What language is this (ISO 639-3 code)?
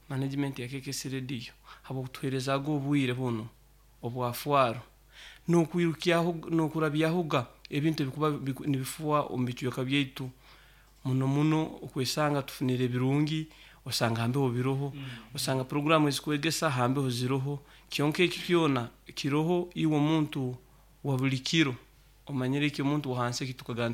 nyo